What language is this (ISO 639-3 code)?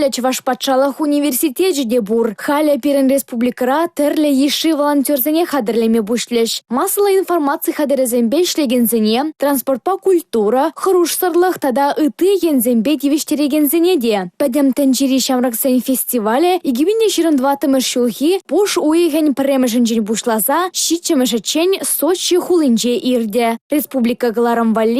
chv